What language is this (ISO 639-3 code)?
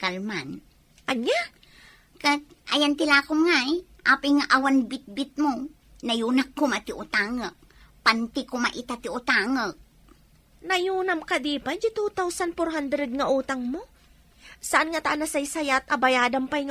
ilo